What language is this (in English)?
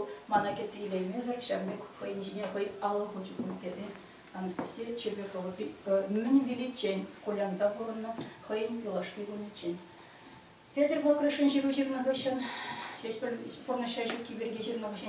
Chuvash